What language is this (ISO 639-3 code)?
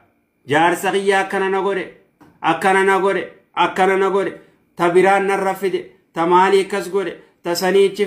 orm